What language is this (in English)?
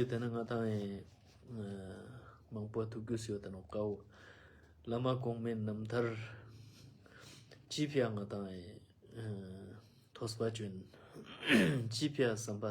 Ladakhi